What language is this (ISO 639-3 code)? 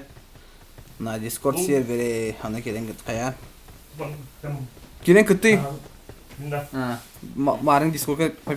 sah